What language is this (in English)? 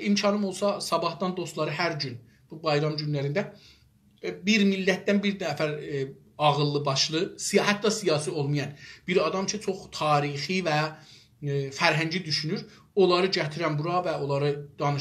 South Azerbaijani